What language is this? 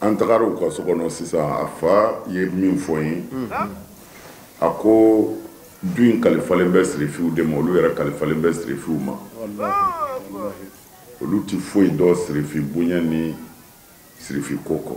Bambara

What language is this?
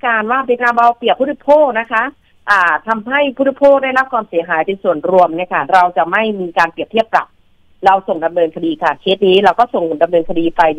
Thai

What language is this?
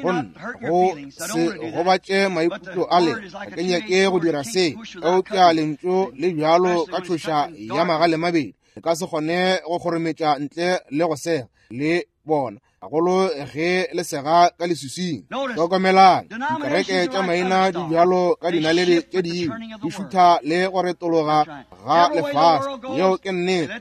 Northern Sotho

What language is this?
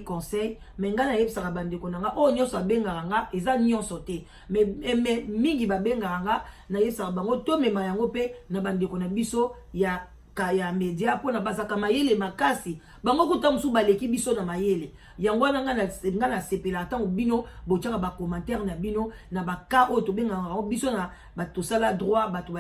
Lingala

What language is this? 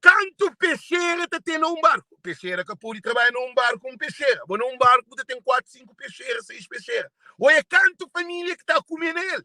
Kabuverdianu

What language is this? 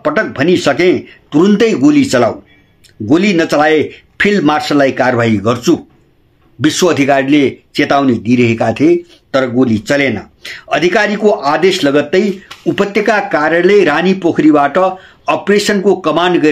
Nepali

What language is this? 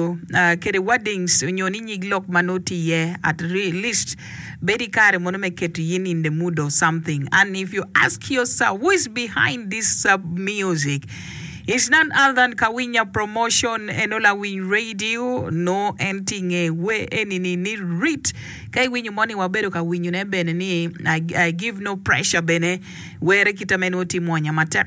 Acoli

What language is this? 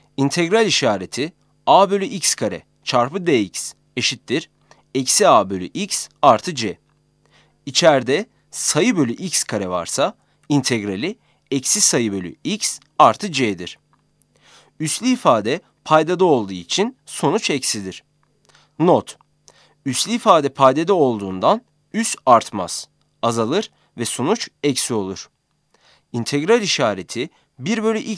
Turkish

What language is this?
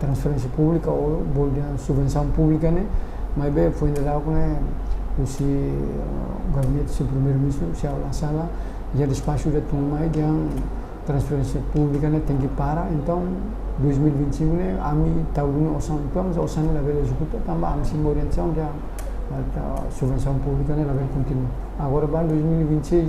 Tetum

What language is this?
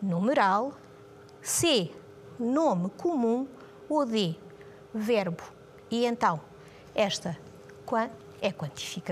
Portuguese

